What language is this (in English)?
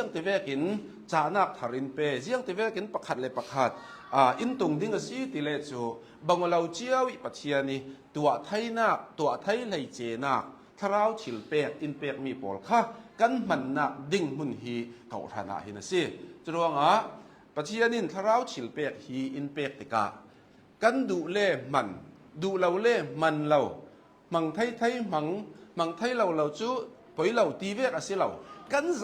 Hakha Chin